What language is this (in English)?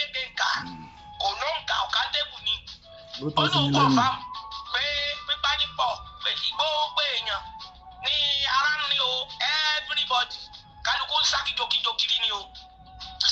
Yoruba